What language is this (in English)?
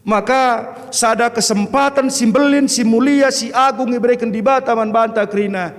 Batak Karo